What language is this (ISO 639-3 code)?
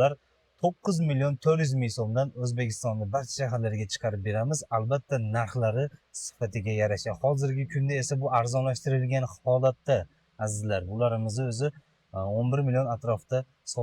uzb